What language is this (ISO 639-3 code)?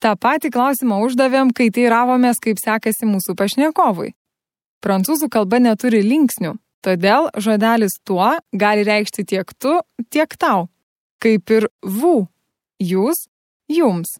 lit